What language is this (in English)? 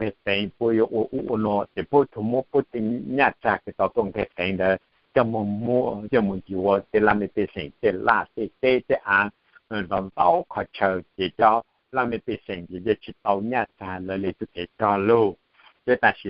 Hmong